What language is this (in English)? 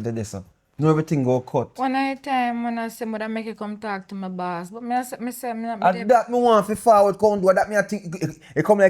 Jamaican Creole English